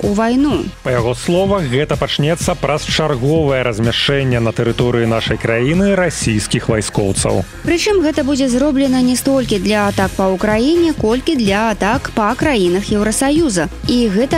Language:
Belarusian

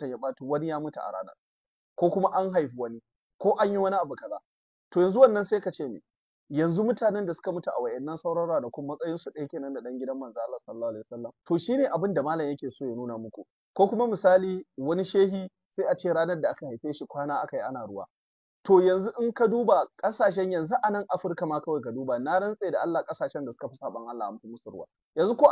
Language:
Hausa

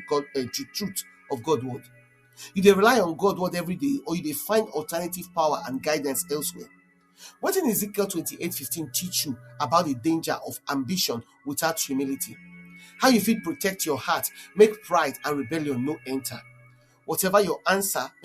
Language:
Nigerian Pidgin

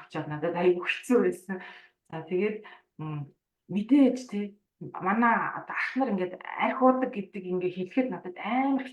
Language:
Mongolian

